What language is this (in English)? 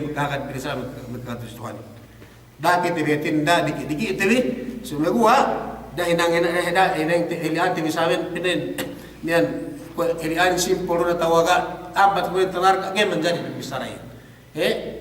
Yakan